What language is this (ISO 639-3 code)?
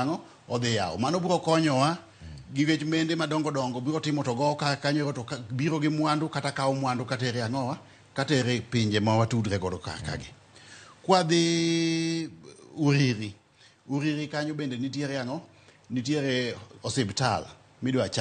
luo